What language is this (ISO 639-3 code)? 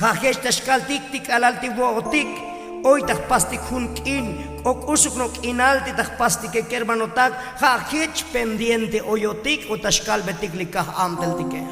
tzo